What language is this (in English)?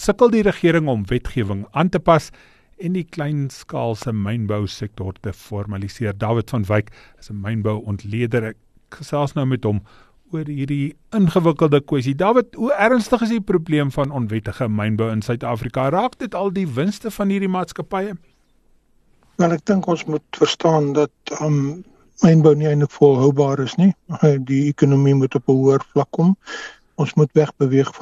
Afrikaans